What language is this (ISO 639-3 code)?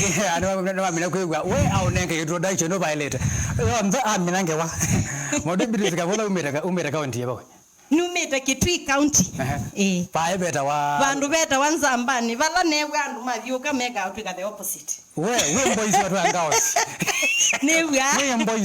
kam